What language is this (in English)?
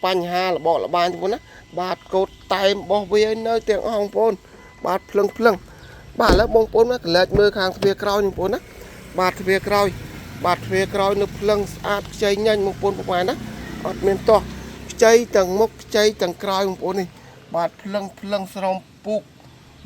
Khmer